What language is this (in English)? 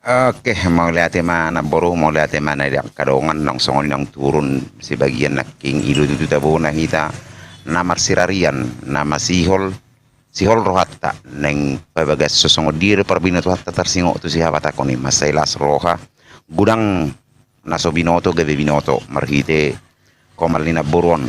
Batak Toba